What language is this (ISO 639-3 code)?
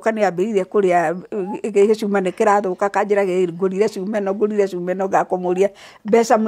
kik